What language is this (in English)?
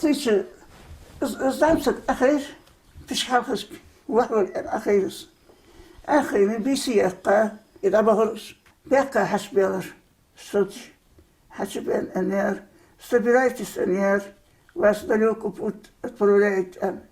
Ingush